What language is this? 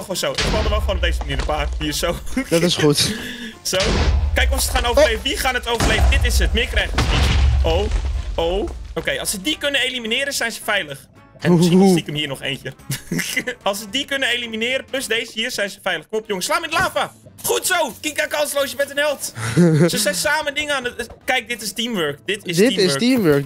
Dutch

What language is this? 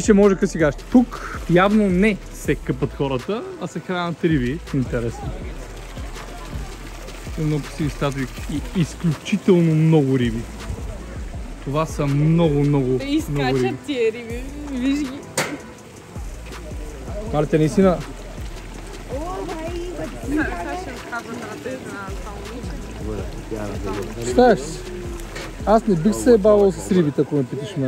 Bulgarian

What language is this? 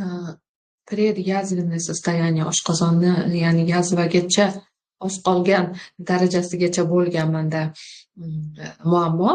Uzbek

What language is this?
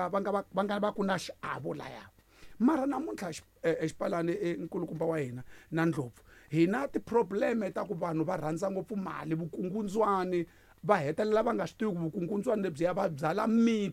Tsonga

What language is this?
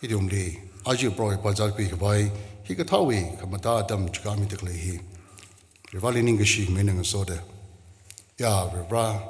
Tangkhul Naga (India)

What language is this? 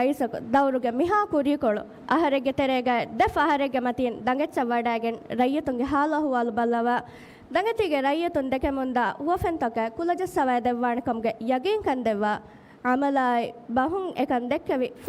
Divehi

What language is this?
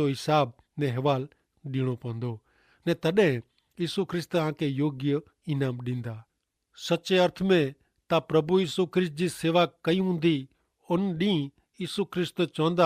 Kachhi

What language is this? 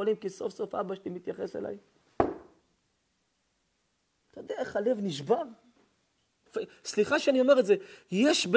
Hebrew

